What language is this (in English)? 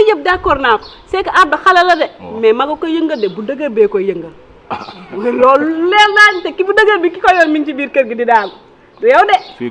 Wolof